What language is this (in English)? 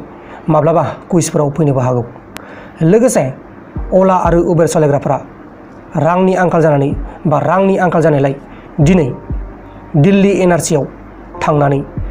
Bodo